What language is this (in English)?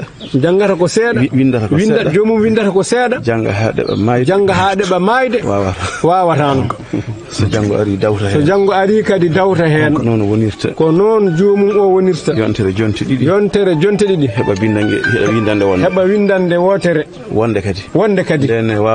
Fula